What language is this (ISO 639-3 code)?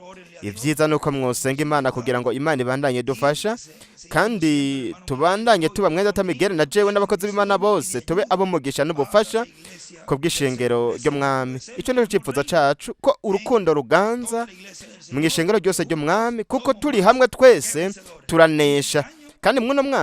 run